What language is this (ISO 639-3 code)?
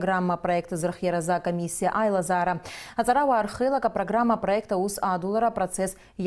abk